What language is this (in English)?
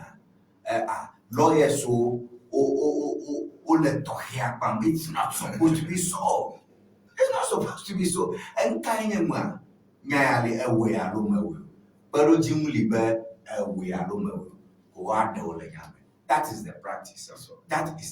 Ewe